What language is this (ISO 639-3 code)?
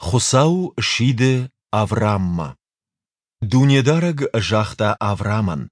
oss